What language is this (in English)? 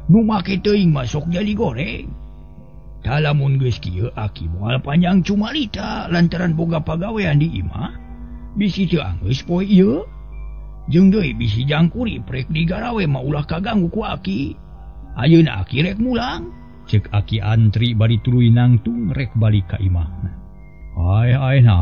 Sundanese